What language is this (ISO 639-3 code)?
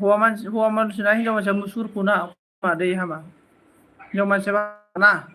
brx